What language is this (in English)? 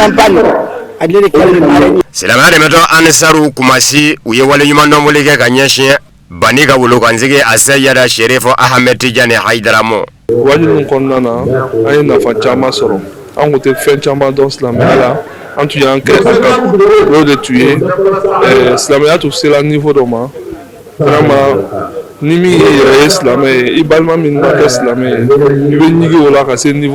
Bambara